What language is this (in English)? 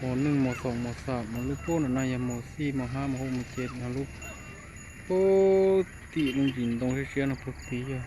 Hmong